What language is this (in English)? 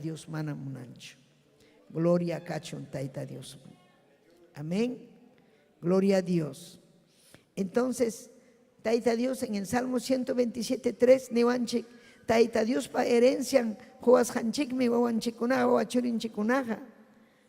Ayacucho Quechua